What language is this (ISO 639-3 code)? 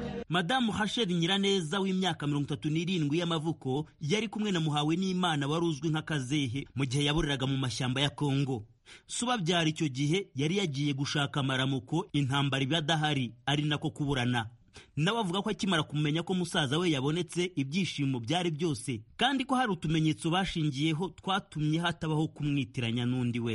kin